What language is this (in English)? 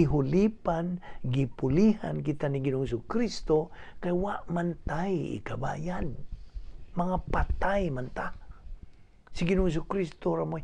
Cebuano